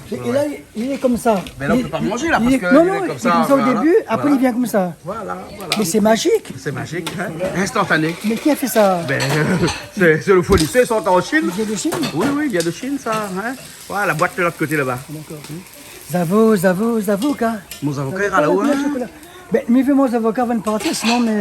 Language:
Réunion Creole French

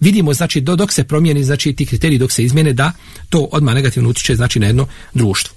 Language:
Bosnian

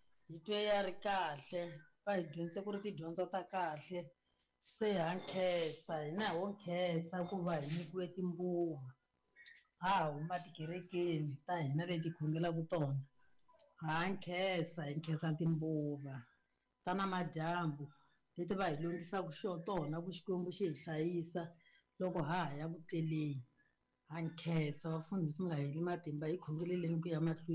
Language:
Tsonga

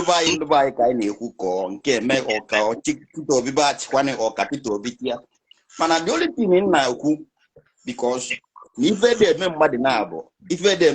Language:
Igbo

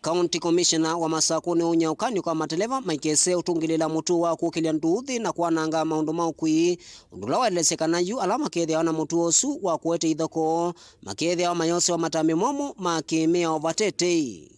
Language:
Kamba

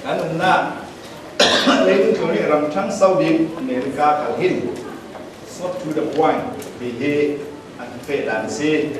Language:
Falam Chin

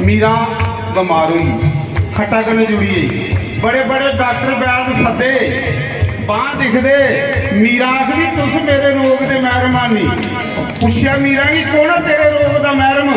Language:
Dogri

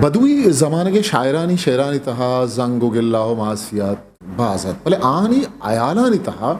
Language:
Eastern Balochi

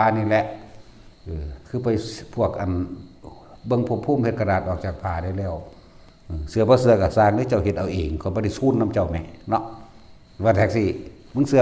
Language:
Northeastern Thai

